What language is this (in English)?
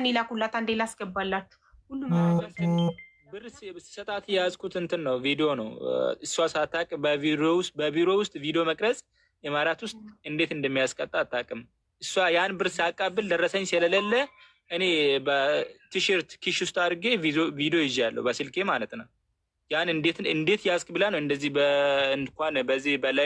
Amharic